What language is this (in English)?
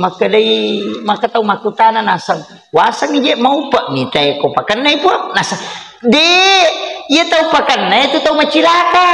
Buginese